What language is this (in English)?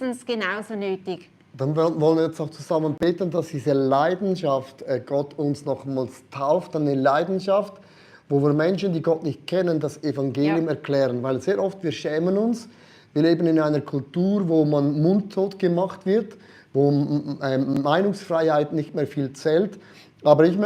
Swiss German